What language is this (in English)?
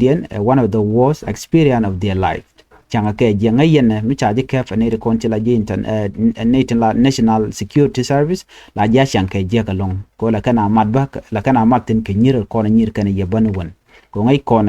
Nuer